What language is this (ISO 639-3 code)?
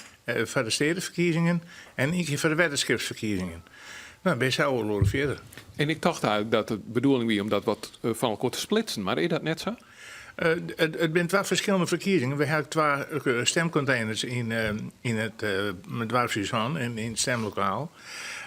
fry